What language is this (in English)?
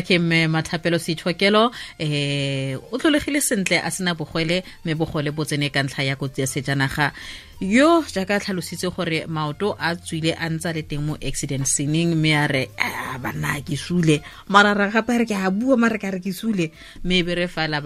Tswana